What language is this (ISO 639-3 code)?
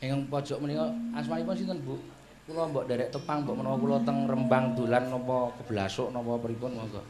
jav